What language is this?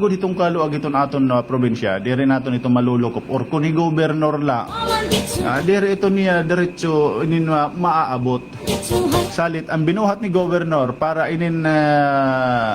Waray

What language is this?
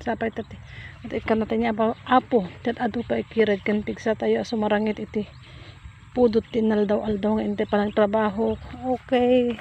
Iloko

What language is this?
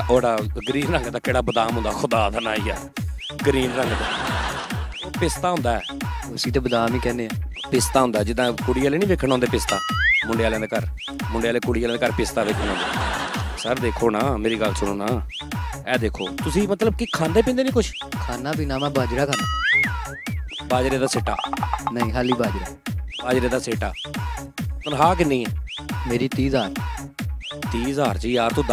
Punjabi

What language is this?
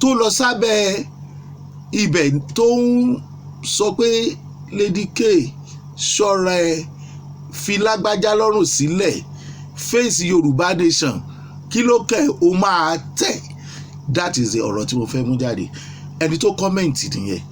Yoruba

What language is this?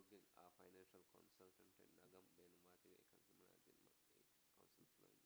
Divehi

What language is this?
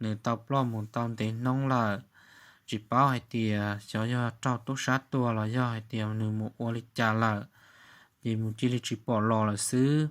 Hmong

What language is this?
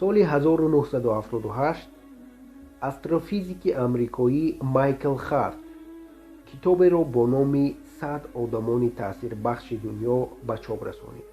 Tajik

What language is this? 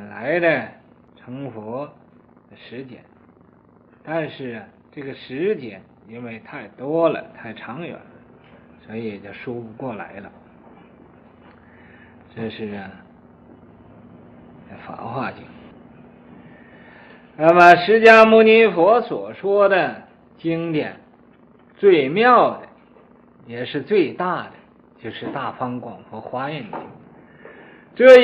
Chinese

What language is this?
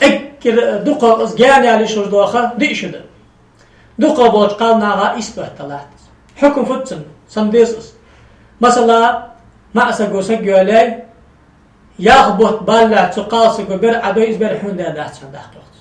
Ingush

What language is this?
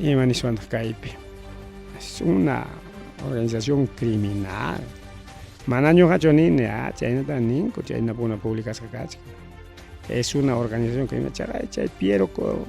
Ayacucho Quechua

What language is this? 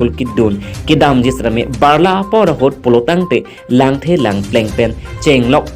Karbi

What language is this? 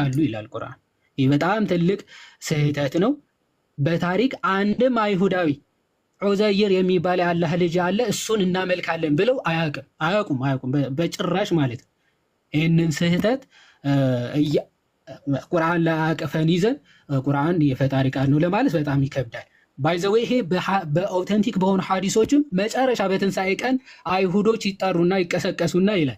Amharic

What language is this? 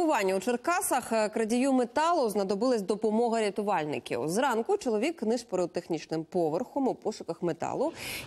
Ukrainian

